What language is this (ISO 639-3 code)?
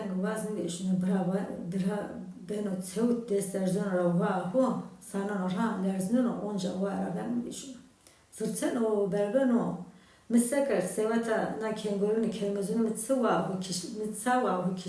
zza